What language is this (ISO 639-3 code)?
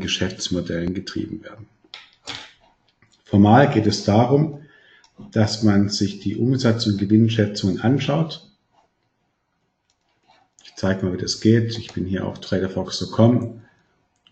deu